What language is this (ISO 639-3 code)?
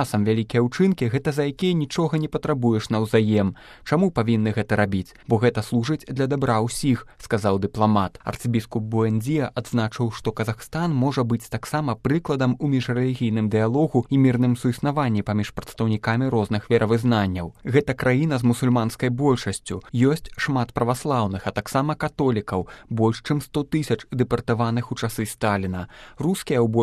bel